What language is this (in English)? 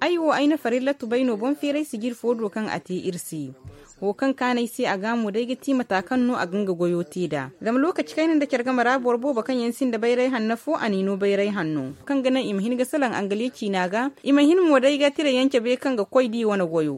Zarma